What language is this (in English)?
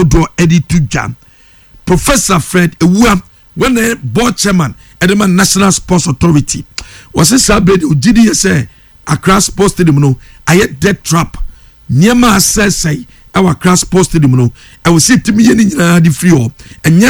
Akan